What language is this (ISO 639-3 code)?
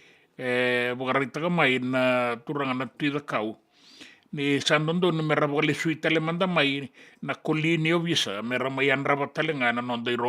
fij